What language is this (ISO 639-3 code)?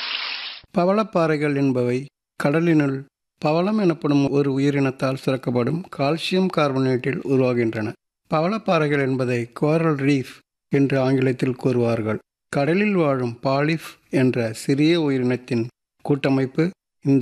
tam